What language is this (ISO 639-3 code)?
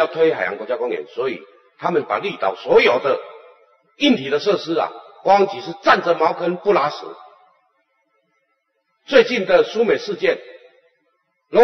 zho